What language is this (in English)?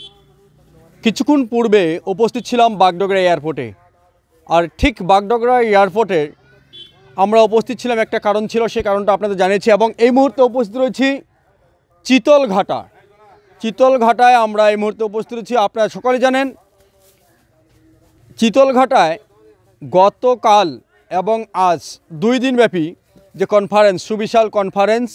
Bangla